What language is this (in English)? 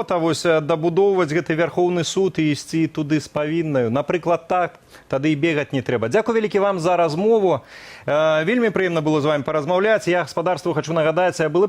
Belarusian